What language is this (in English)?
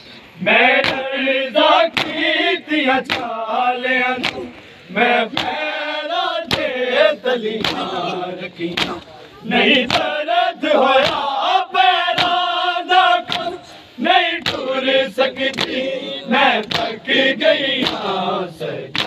Saraiki